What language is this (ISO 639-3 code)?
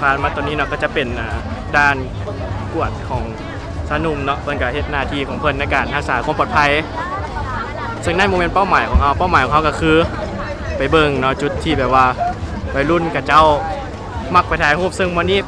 lao